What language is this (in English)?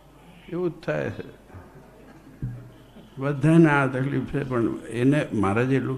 Gujarati